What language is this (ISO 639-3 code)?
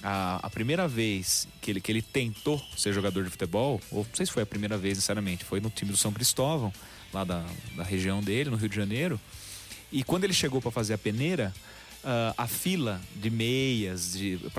por